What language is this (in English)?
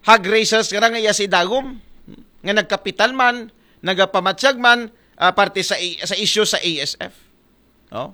Aklanon